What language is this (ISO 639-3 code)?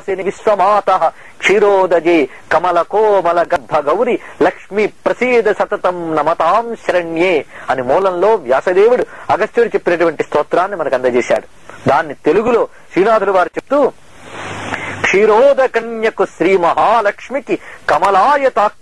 tel